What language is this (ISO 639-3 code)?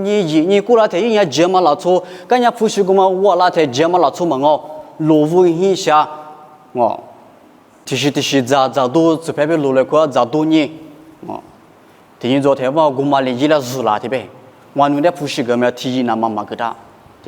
lis